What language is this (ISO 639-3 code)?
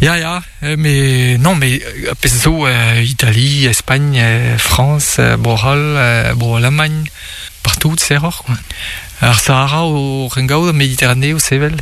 bre